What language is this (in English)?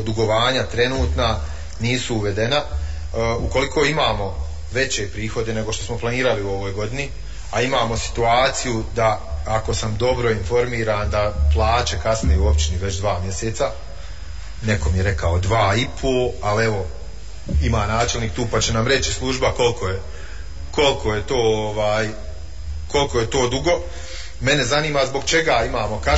Bosnian